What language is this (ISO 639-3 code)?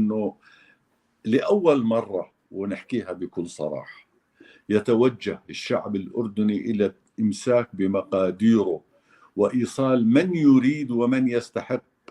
apc